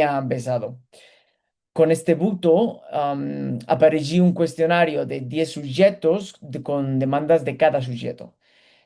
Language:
Ladino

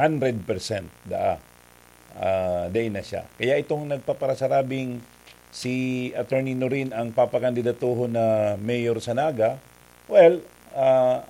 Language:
Bikol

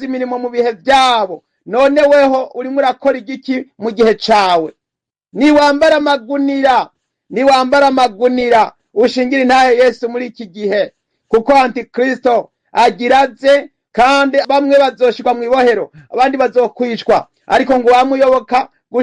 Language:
Rundi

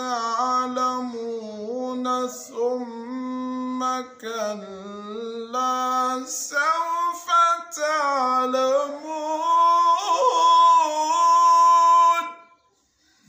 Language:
Arabic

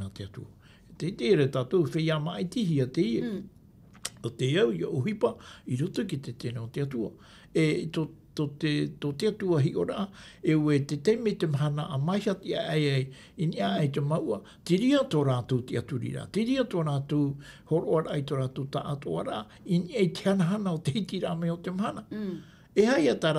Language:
Tahitian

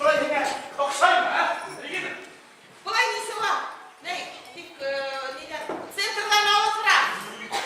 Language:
Bashkir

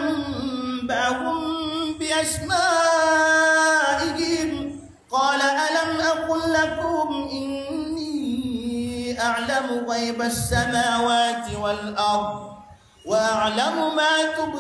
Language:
Maranao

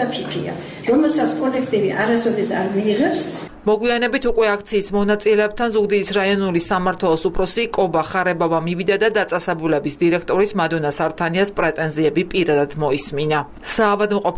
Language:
Georgian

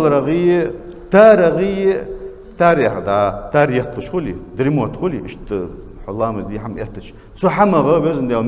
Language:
Ingush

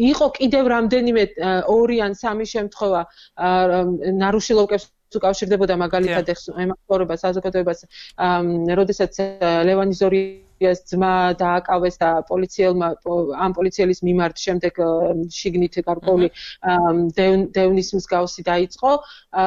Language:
Georgian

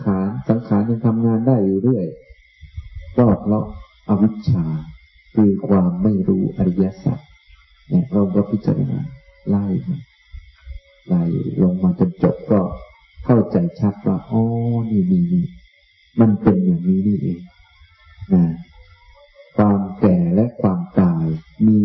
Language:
Thai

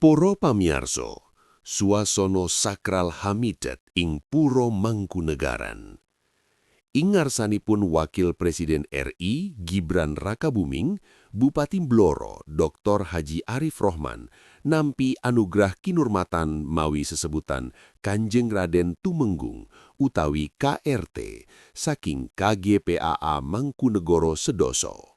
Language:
Javanese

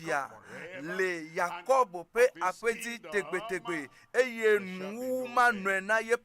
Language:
Ewe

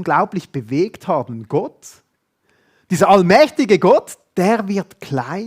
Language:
Swiss German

